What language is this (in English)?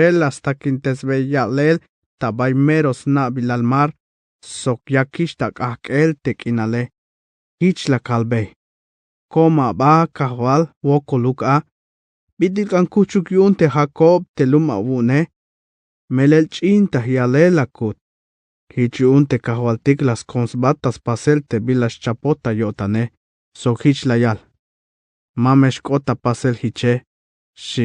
Tzeltal